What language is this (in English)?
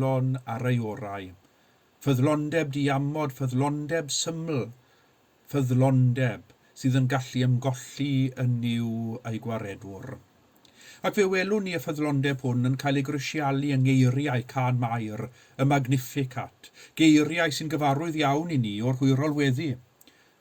Welsh